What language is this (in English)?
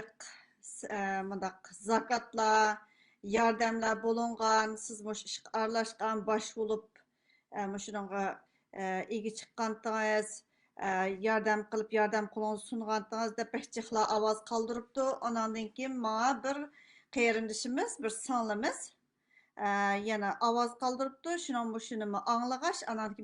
Uyghur